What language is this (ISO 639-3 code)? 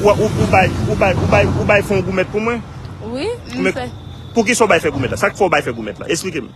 hat